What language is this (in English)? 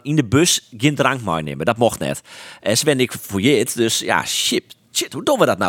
Western Frisian